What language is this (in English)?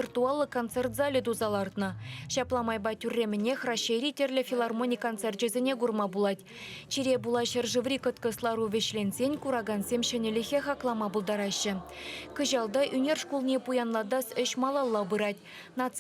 Chuvash